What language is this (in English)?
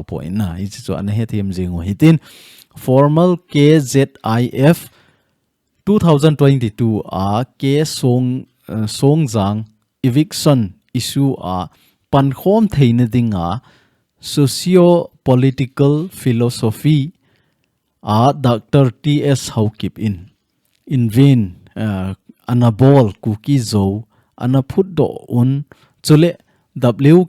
Thado Chin